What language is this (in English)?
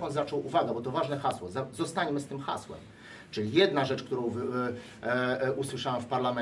Polish